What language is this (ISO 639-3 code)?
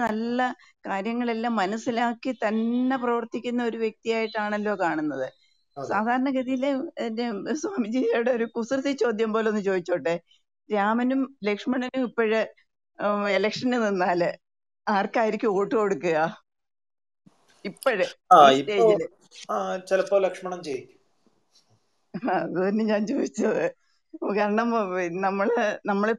mal